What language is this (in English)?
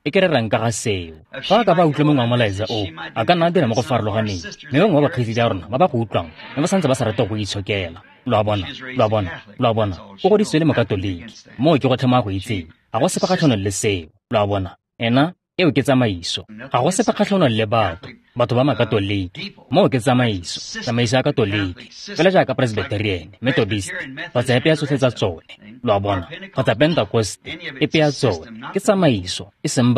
Tswana